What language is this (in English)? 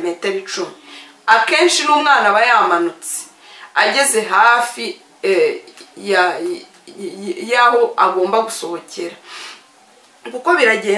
Kinyarwanda